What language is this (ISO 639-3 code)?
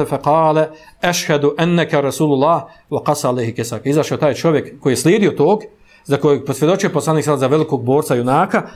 bos